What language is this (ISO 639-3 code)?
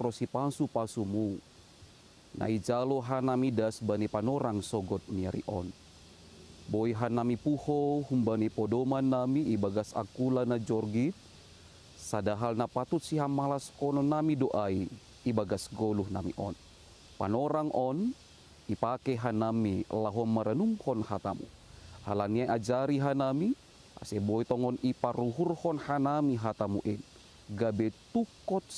bts